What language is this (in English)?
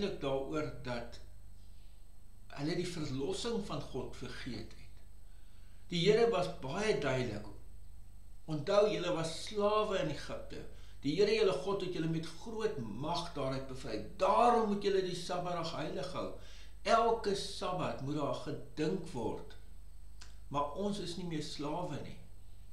Afrikaans